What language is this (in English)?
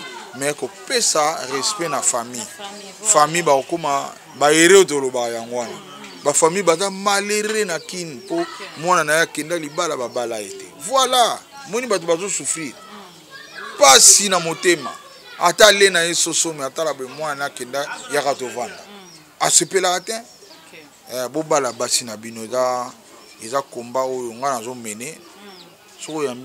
Lingala